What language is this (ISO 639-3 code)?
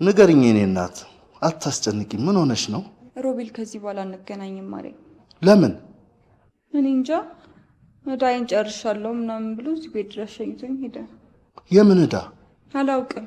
amh